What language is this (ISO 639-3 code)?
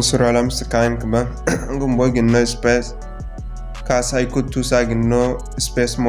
dje